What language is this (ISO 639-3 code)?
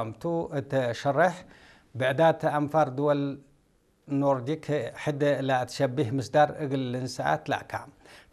tir